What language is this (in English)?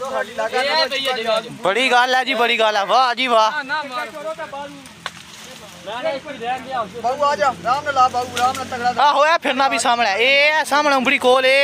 Punjabi